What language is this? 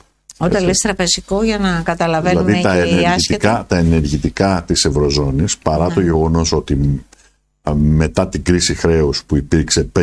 Greek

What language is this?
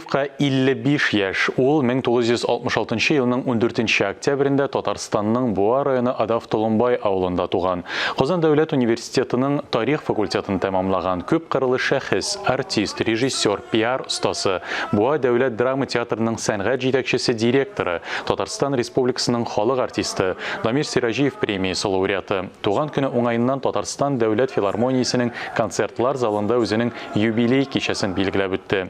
Tatar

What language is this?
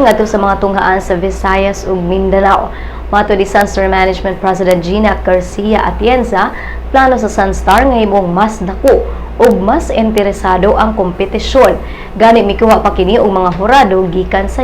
Cebuano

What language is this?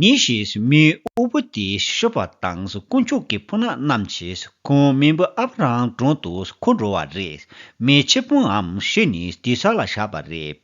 Tibetan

